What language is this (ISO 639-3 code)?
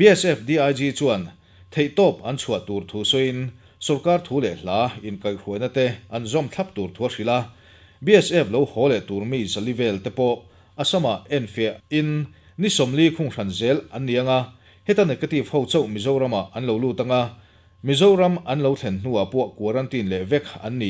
lus